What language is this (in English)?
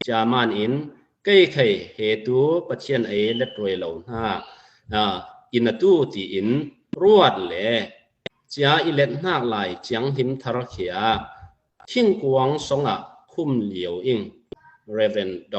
Falam Chin